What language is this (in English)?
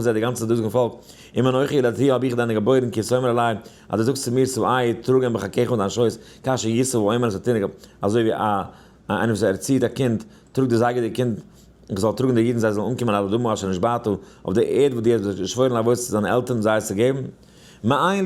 Yiddish